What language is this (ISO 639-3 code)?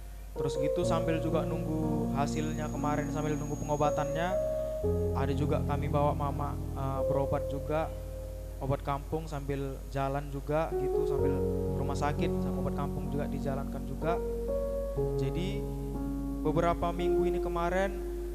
btx